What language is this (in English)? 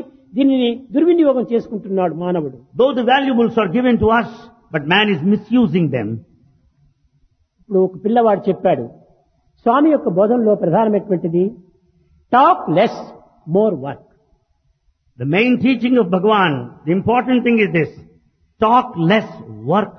Telugu